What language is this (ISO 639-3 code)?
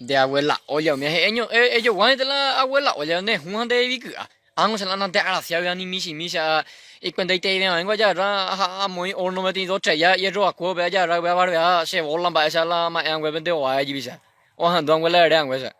grn